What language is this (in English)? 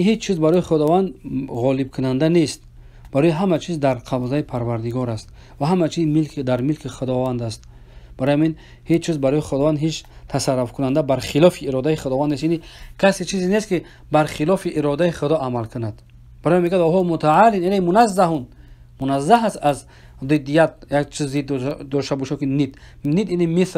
Persian